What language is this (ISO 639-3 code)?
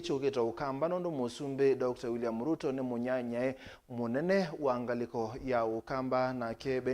kam